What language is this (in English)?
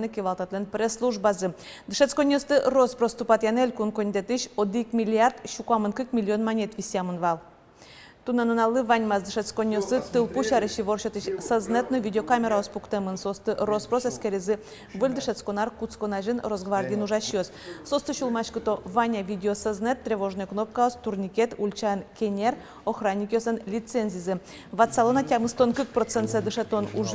Udmurt